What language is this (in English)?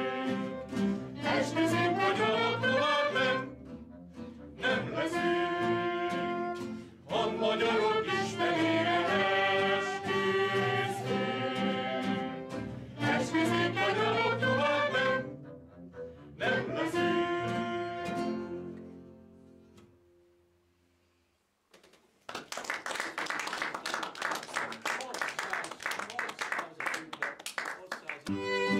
Hungarian